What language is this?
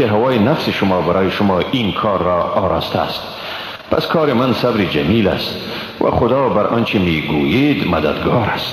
Persian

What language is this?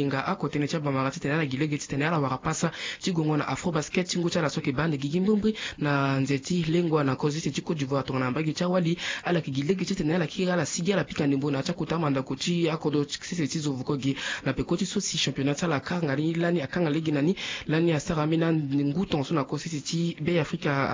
Sango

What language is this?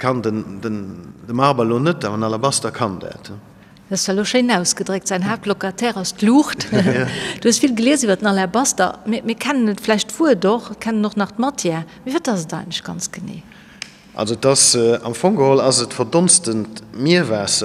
Luxembourgish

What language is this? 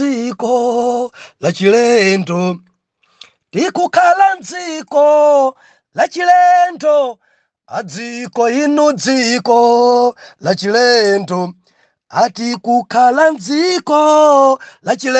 Nyanja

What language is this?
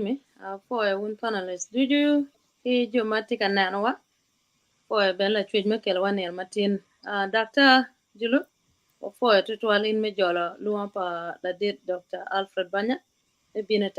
Acoli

